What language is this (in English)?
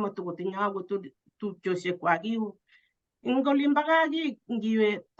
Kalenjin